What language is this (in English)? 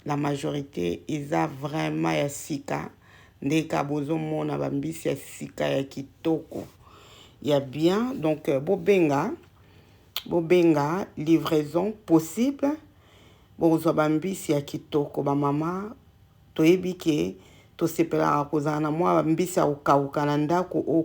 Lingala